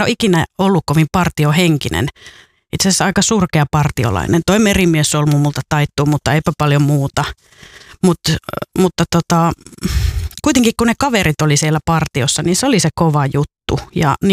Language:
Finnish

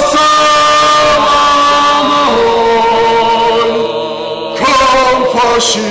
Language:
Ossetic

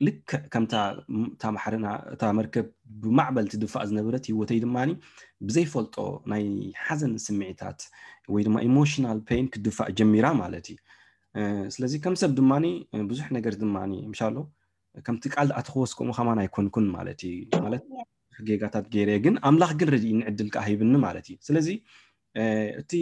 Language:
Tigrinya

